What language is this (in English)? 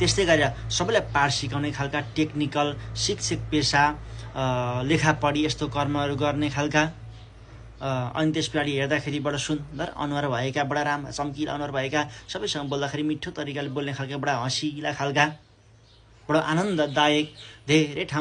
Nepali